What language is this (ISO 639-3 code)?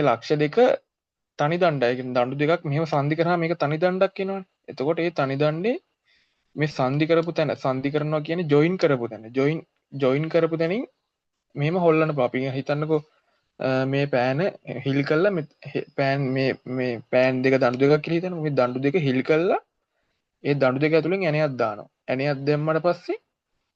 sin